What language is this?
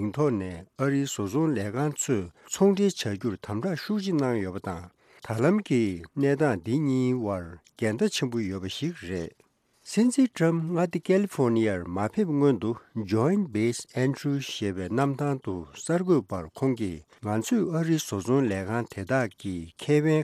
Tibetan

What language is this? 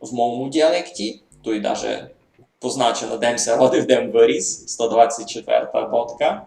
Rusyn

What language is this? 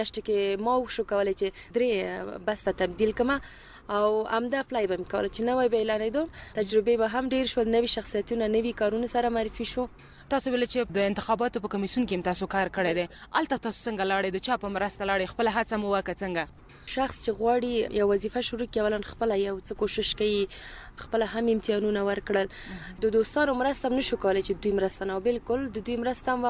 Pashto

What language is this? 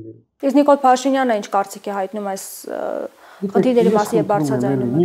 Armenian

